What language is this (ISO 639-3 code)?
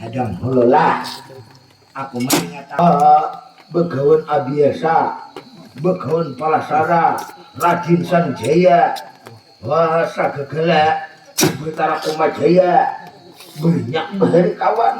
bjn